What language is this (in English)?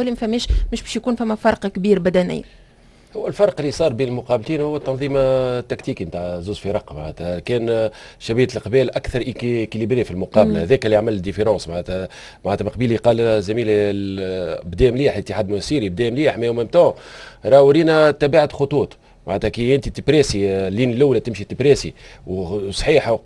Tunisian Arabic